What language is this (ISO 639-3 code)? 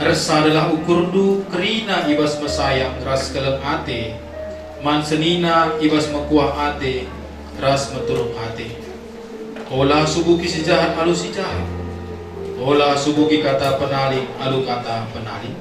btx